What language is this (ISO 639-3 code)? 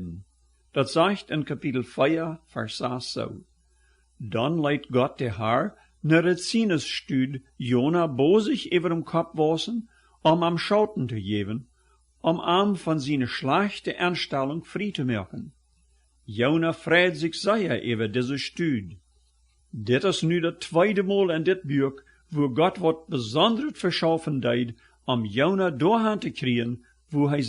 pdt